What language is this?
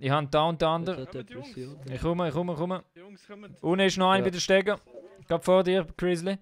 Swiss German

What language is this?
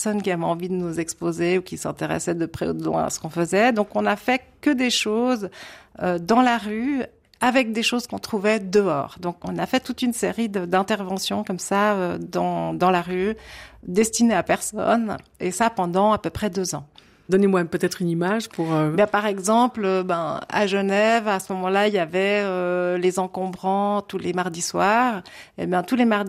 French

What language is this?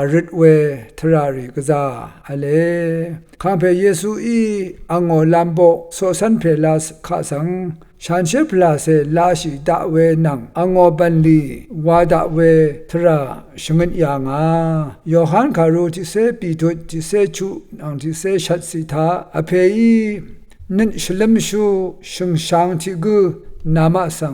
Rawang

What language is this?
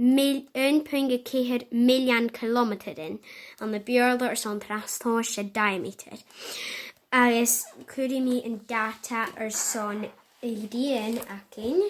Scottish Gaelic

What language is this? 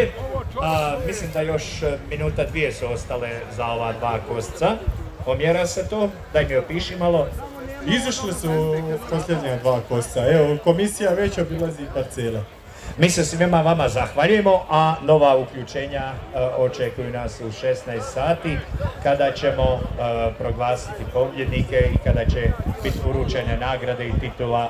Croatian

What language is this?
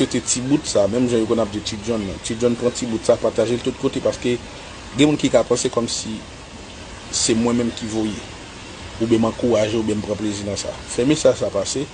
Haitian Creole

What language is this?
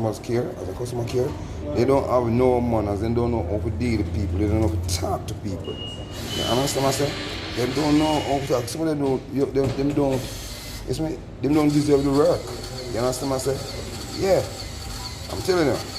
Jamaican Creole English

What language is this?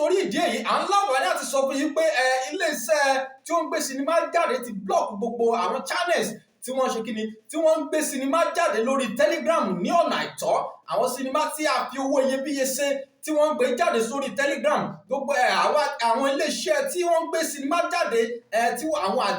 Yoruba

